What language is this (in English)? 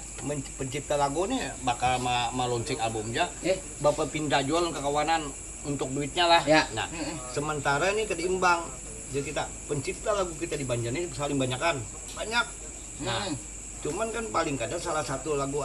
Banjar